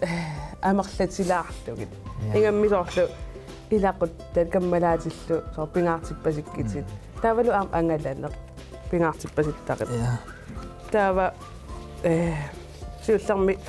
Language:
Kalaallisut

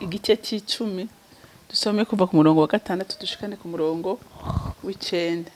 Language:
Rundi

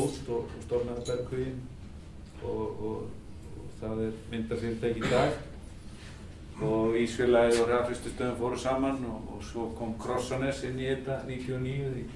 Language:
Icelandic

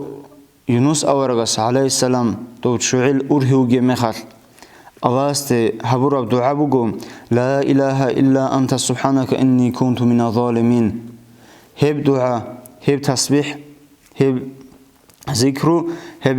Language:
Avaric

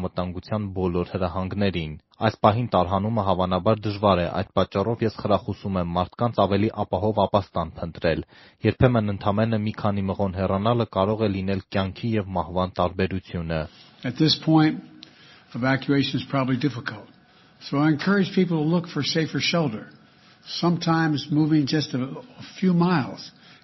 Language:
Armenian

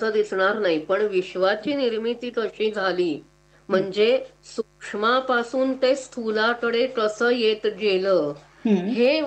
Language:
Marathi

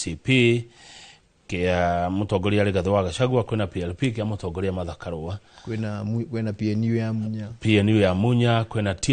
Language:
Kikuyu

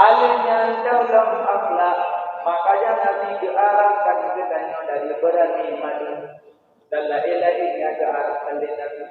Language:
Achinese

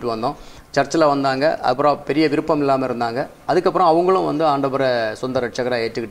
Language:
Tamil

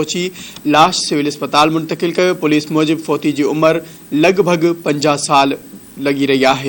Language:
Sindhi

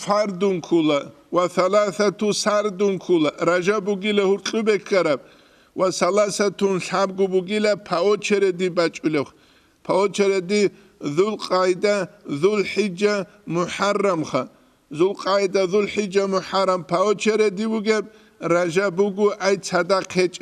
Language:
Avaric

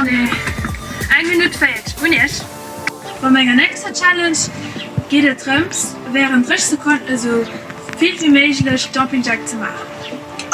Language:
Luxembourgish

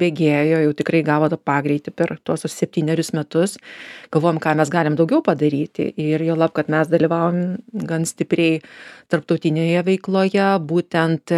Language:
Lithuanian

